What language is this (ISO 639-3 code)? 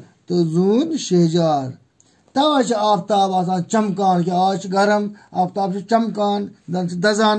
kas